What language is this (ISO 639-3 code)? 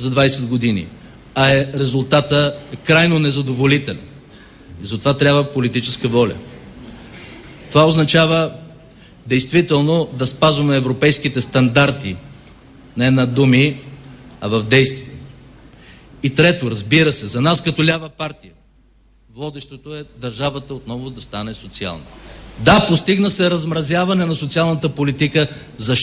bul